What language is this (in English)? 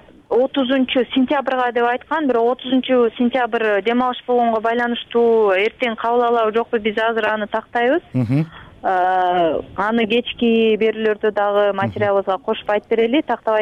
Kyrgyz